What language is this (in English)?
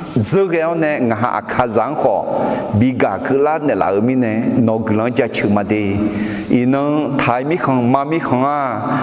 Akha